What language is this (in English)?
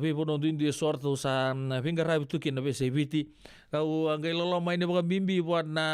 Fijian